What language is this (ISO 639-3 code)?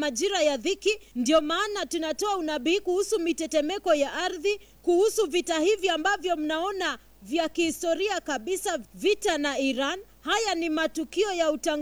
swa